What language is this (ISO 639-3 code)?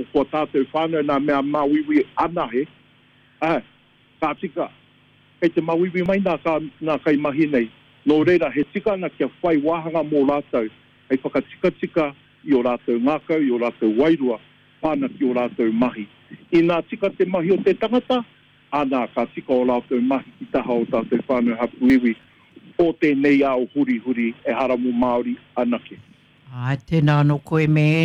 mri